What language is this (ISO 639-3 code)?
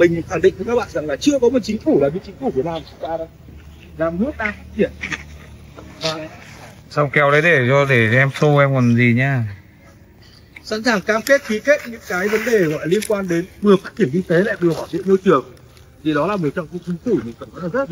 vie